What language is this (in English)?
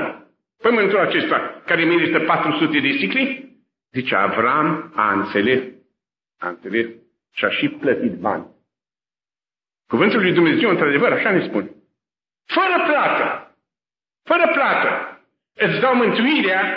Romanian